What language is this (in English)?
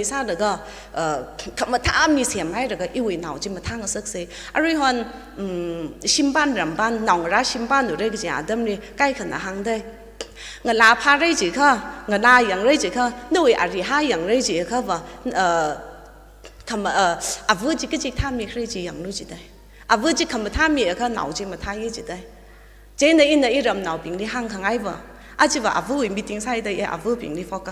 Tangkhul Naga (India)